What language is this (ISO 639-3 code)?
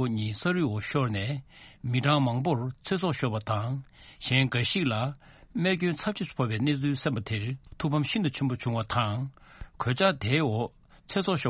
bod